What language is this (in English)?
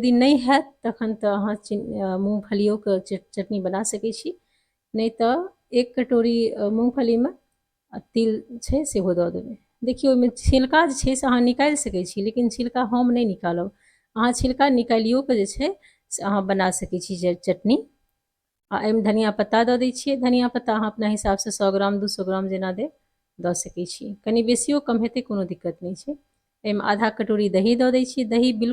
Maithili